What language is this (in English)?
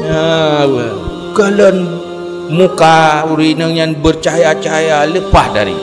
Achinese